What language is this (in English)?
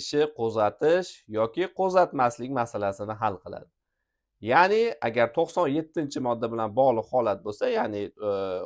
Uzbek